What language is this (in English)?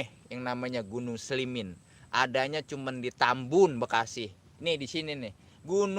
Betawi